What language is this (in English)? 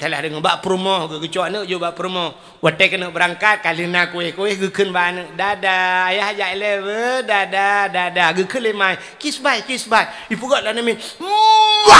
Achinese